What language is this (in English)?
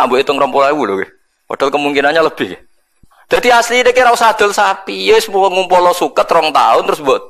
Javanese